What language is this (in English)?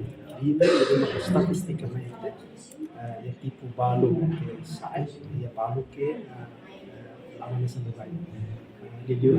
Tetum